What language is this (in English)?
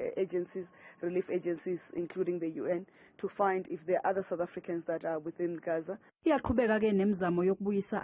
Zulu